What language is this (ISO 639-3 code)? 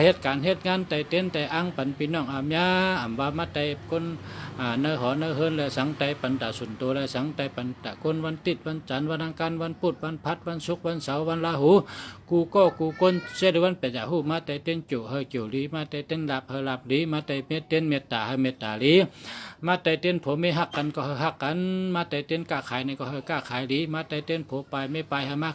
shn